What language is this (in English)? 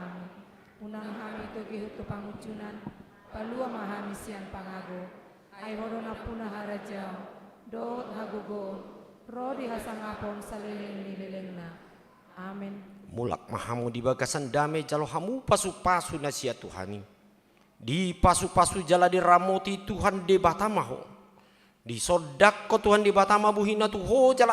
Batak Toba